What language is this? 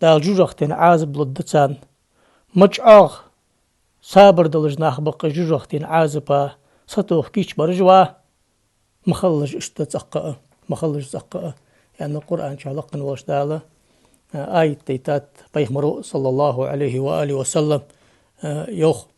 Ingush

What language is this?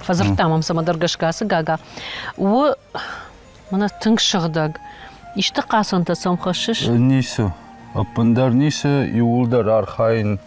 Ossetic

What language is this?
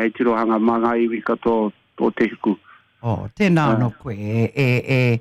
Māori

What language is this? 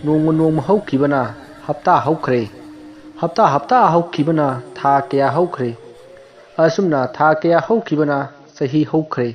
Manipuri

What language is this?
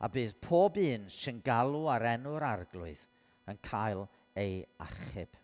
Welsh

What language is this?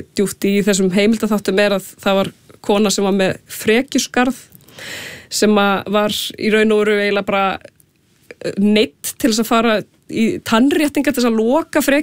Icelandic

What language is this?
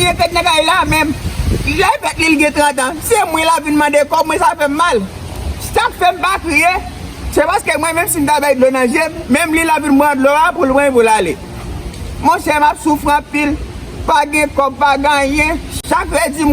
Haitian Creole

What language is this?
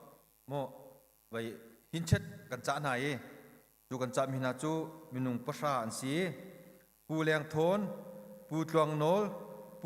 Hakha Chin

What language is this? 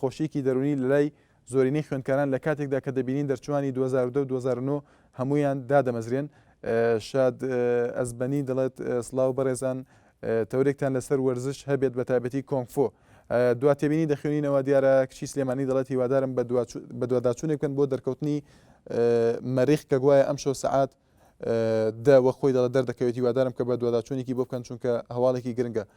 Central Kurdish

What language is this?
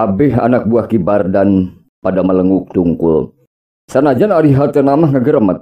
Sundanese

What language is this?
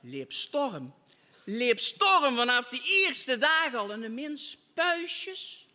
Limburgish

